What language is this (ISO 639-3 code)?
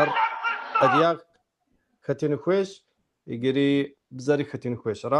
kbd